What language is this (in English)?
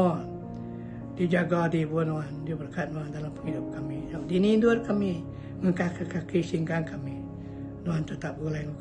Iban